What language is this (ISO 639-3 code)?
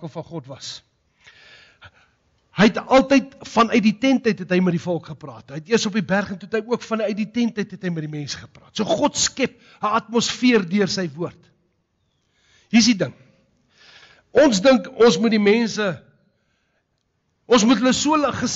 afr